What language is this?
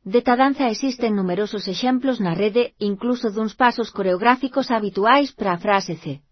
Galician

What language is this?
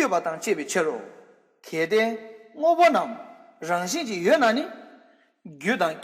Tibetan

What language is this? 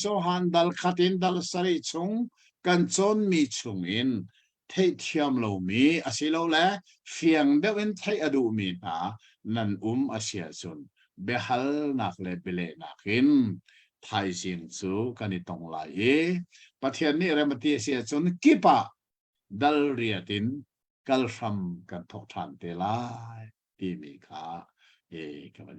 Hakha Chin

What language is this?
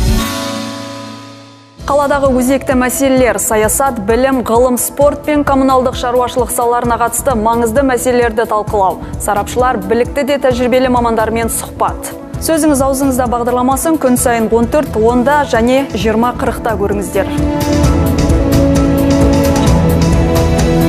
Kazakh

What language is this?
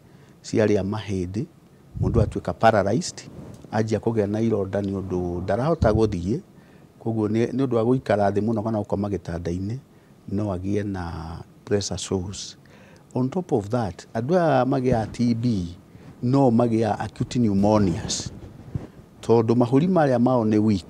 Kikuyu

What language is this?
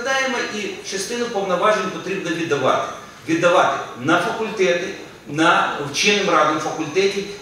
Ukrainian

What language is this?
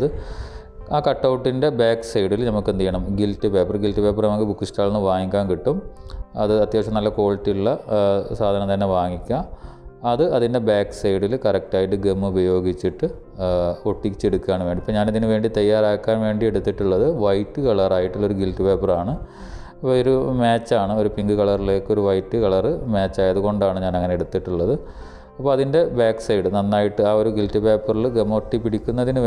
Malayalam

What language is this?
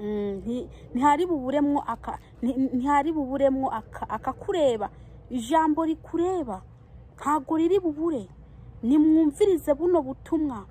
Rundi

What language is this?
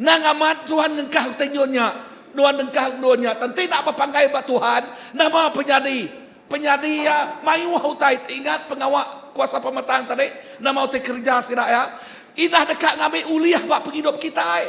Iban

